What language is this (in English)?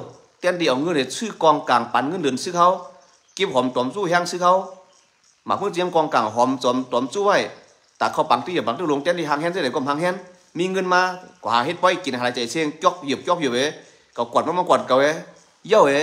Shan